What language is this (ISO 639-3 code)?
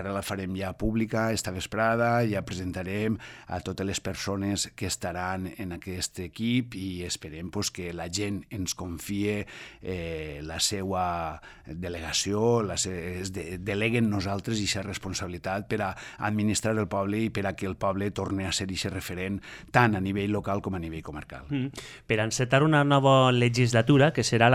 cat